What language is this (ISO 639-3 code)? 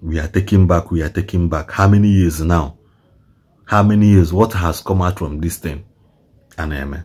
ibo